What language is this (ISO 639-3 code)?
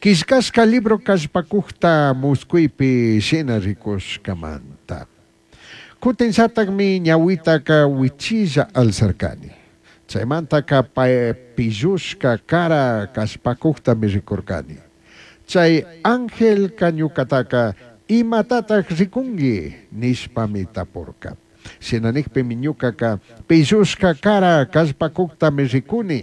qug